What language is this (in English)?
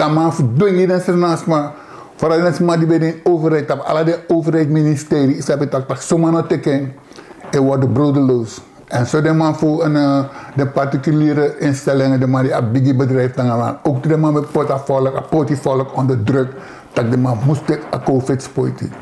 Sranan Tongo